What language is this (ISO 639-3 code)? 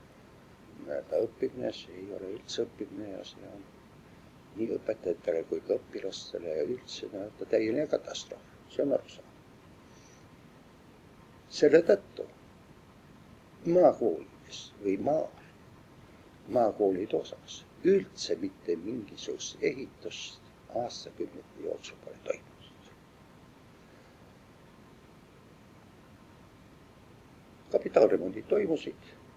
est